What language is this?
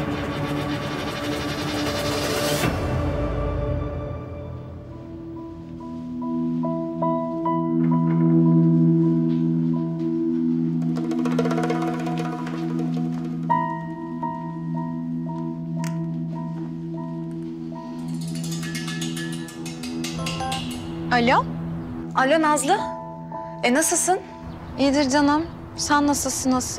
Turkish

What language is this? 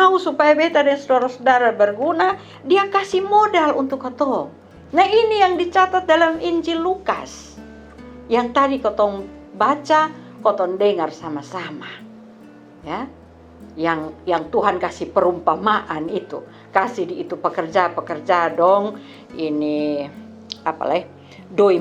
Kupang Malay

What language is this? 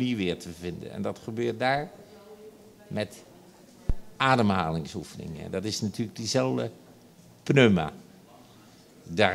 Dutch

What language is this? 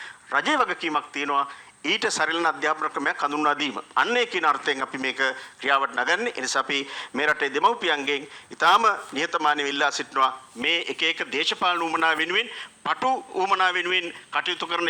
Sinhala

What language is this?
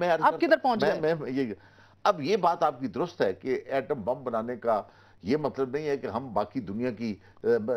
Urdu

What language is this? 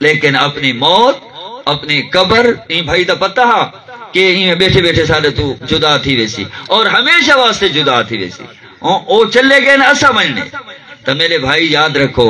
Saraiki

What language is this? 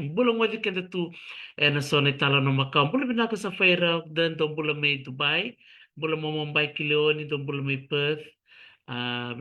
Fijian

